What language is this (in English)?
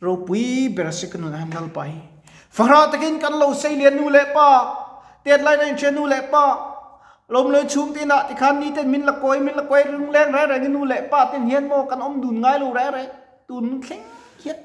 Mizo